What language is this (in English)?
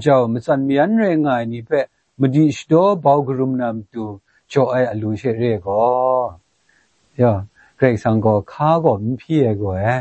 Kachin